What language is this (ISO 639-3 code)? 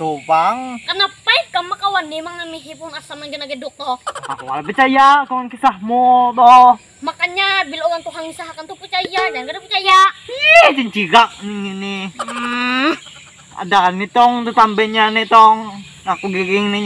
bjn